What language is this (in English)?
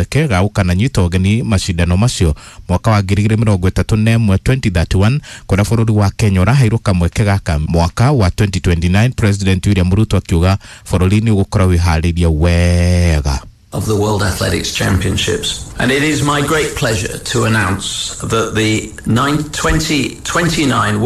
Kikuyu